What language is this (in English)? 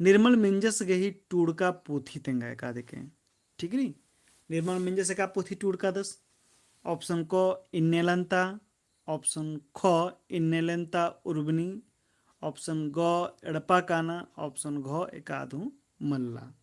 Kurukh